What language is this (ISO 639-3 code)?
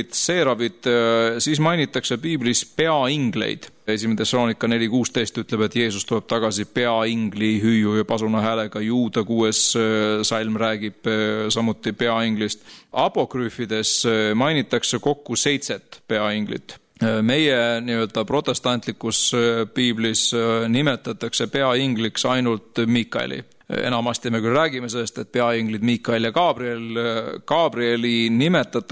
est